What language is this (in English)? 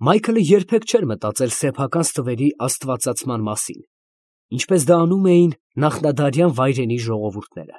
Armenian